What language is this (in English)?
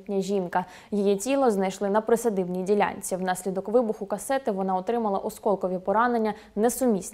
Ukrainian